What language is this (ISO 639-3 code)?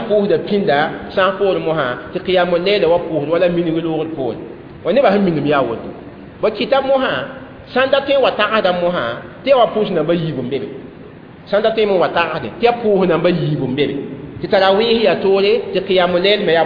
mos